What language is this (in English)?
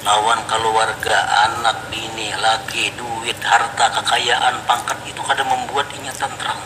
Banjar